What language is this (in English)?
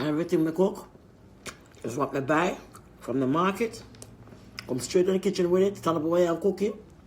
Jamaican Creole English